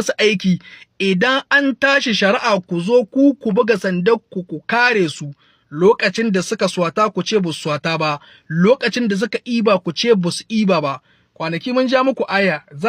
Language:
Hausa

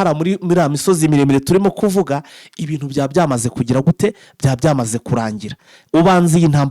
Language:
Kinyarwanda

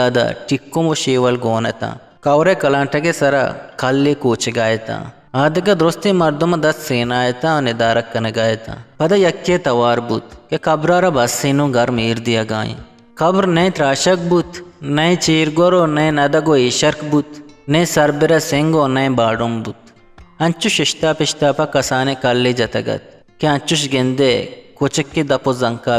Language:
Eastern Balochi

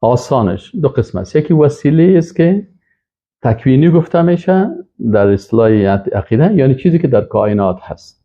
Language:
Persian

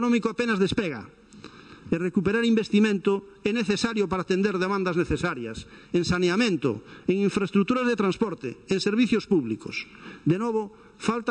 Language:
Galician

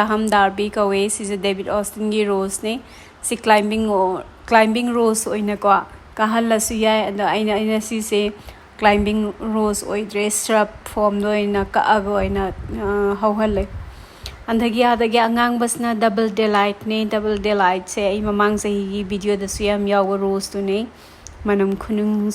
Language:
Manipuri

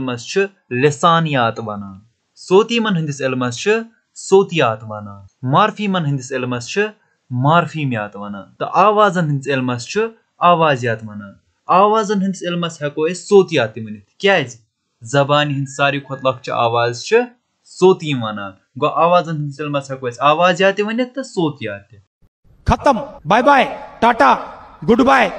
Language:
Kashmiri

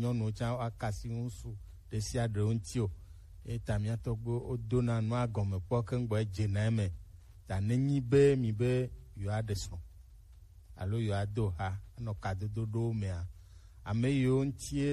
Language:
Gen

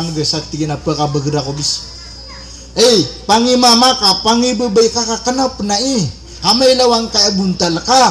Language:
Maranao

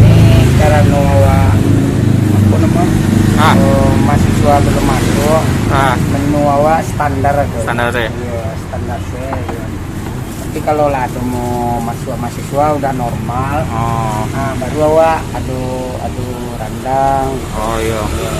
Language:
Minangkabau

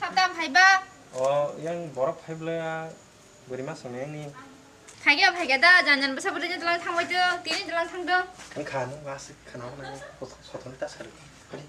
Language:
Kok Borok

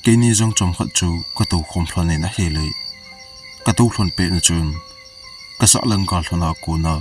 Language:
Thado Chin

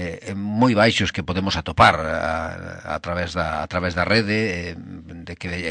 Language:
Galician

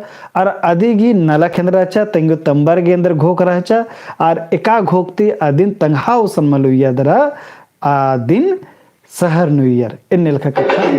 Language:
Kurukh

